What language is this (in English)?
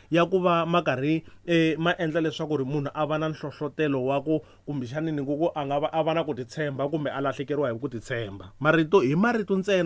Tsonga